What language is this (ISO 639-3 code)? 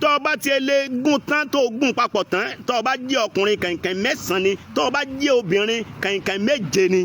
yor